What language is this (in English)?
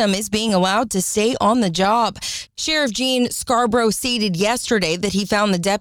English